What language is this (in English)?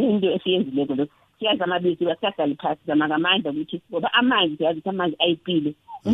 South Ndebele